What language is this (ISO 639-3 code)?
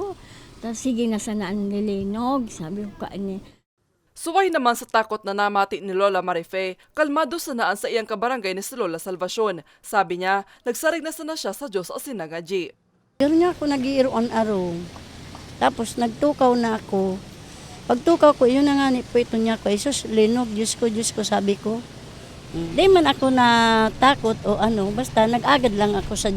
bik